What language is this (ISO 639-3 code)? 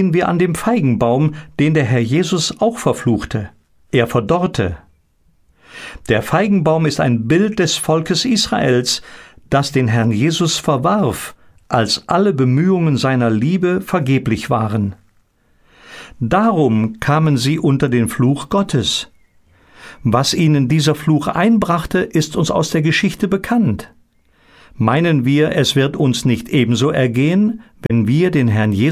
deu